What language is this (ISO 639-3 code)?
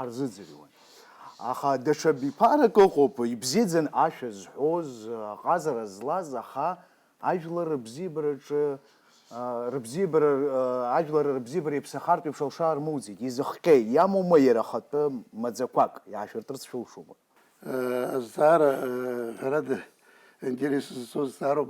abk